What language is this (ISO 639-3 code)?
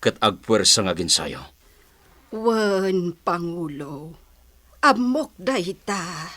ilo